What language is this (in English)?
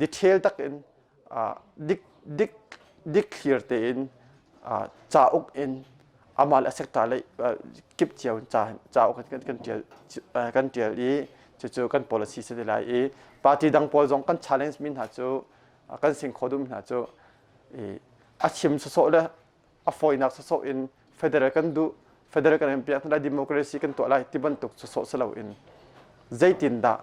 Hakha Chin